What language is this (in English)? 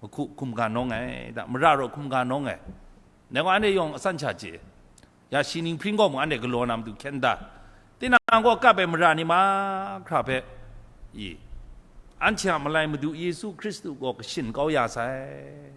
Kachin